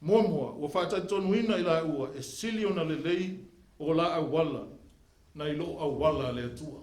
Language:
Samoan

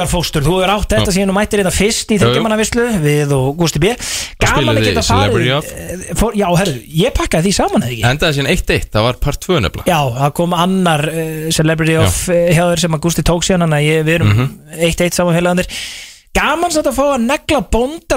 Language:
Icelandic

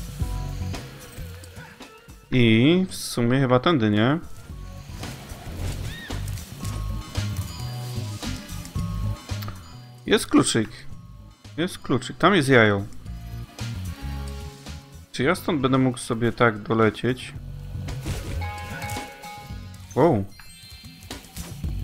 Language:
Polish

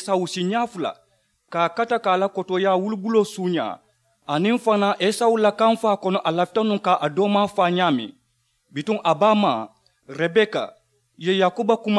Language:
Mandingo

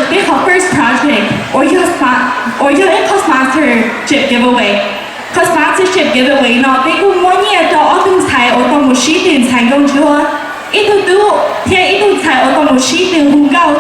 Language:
Hmong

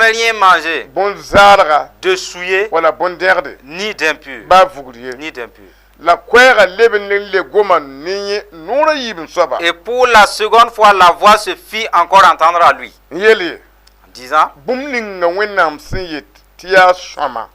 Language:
Mossi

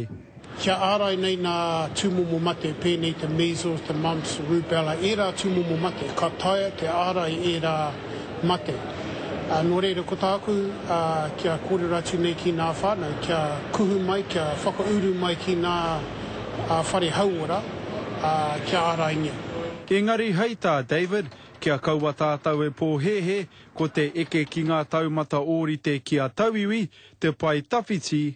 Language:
Māori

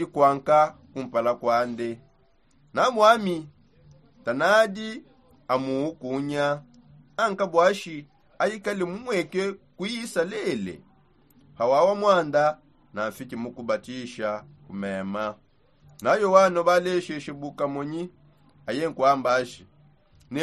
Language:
Songe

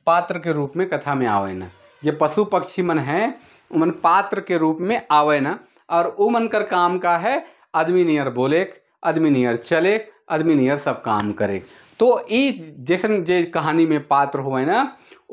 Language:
Sadri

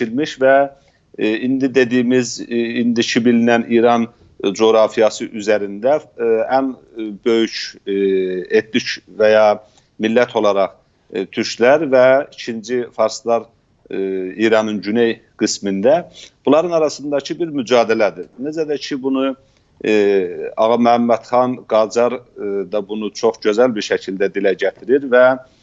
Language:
South Azerbaijani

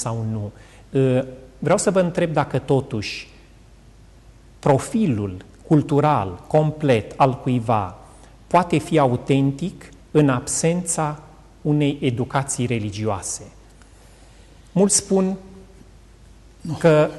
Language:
Romanian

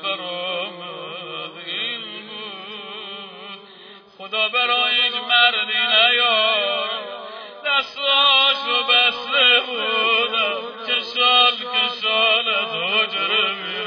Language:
Persian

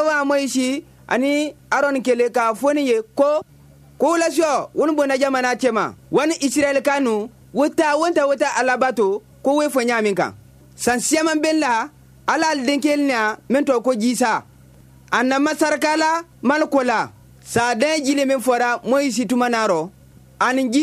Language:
Bambara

